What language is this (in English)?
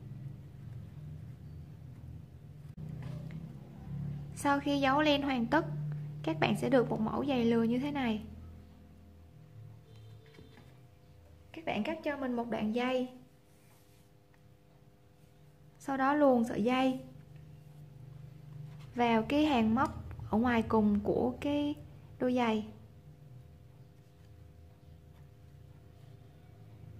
Vietnamese